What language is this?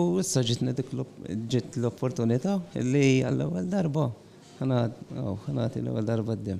Maltese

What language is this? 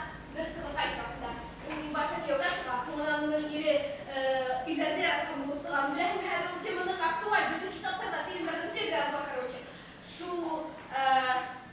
Bashkir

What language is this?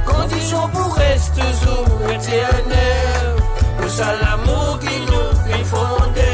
Morisyen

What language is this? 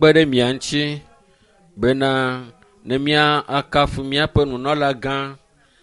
Ewe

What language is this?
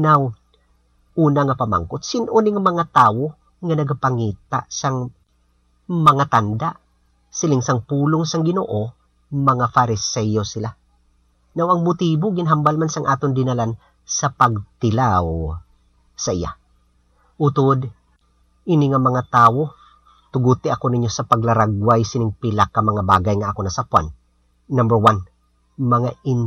Hiligaynon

